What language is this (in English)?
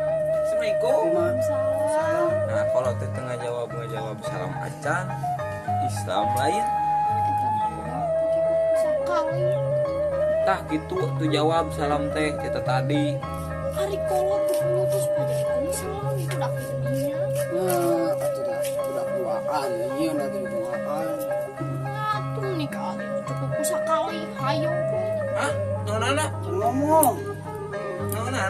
Sundanese